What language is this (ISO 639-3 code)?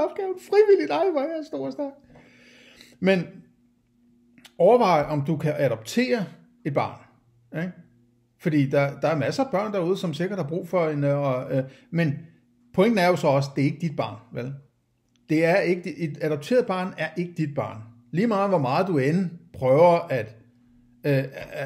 dan